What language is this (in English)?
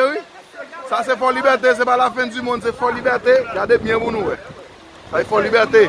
Haitian Creole